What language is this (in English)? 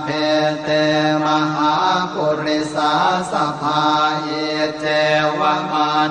Pali